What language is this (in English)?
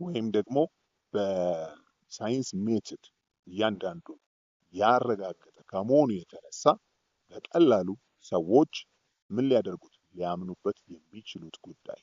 Amharic